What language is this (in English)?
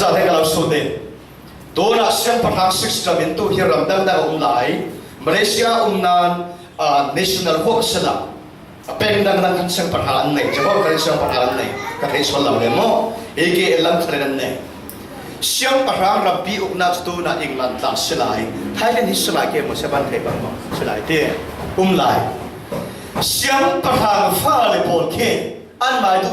Falam Chin